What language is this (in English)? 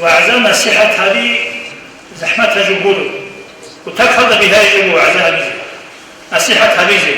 Avaric